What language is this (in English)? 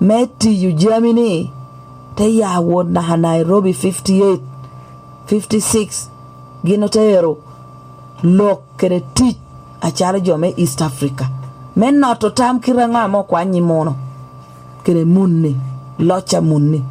Lango (Uganda)